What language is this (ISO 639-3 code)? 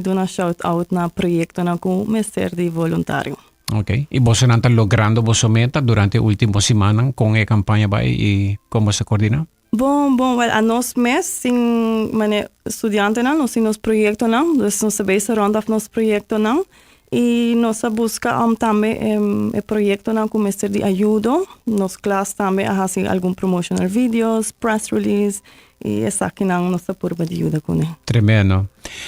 pap